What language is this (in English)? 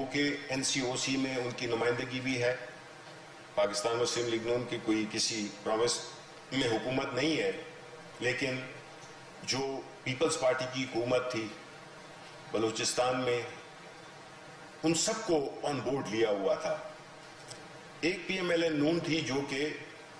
Urdu